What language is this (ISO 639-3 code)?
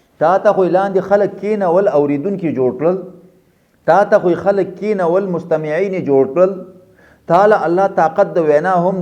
pus